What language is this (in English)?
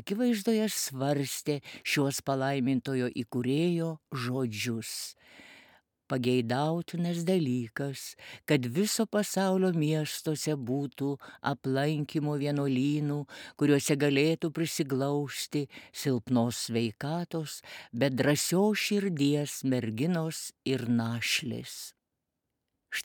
Lithuanian